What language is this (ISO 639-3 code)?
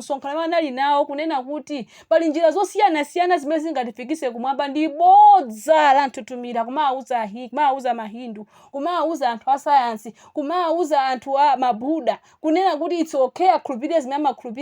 nya